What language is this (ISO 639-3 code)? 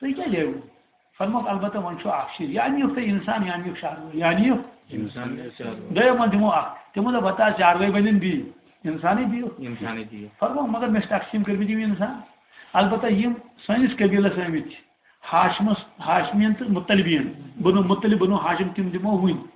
kas